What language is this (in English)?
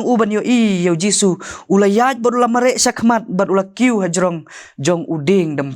Khasi